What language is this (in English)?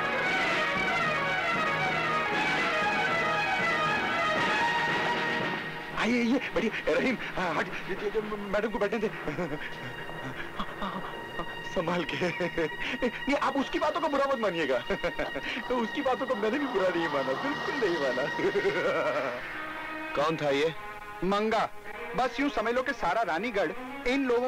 Hindi